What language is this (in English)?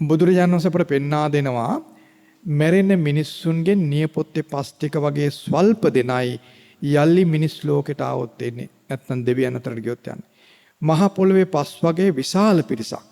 Sinhala